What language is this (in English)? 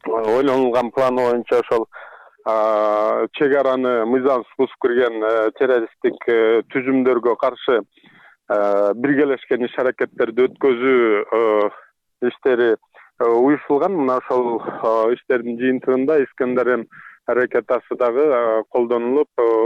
Kyrgyz